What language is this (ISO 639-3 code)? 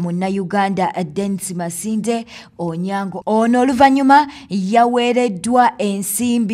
lug